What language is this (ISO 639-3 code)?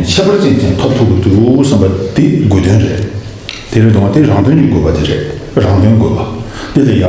bod